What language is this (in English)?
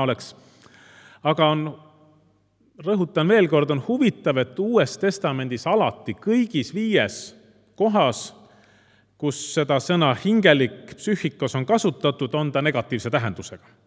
Estonian